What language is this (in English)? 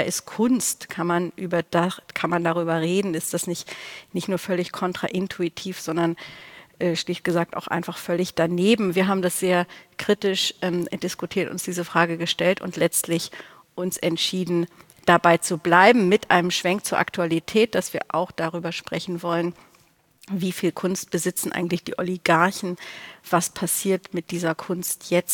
German